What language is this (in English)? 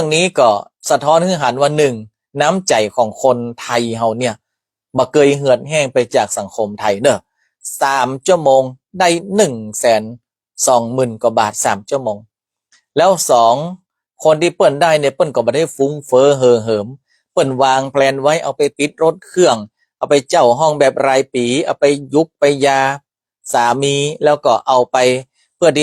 Northern Thai